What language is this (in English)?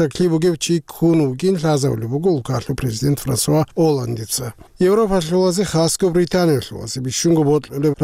Avaric